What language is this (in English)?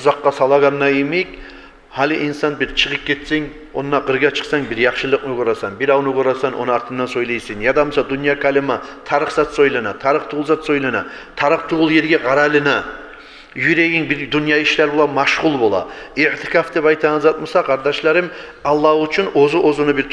Kumyk